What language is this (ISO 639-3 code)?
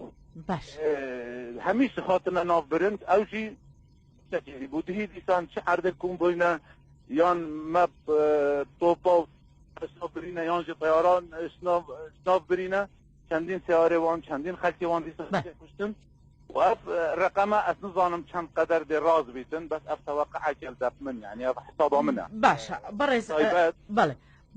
kur